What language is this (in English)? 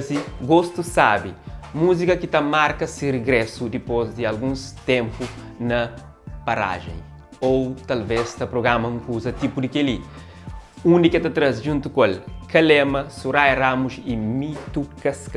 Kabuverdianu